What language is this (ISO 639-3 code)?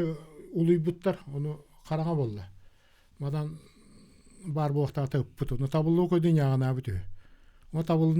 sah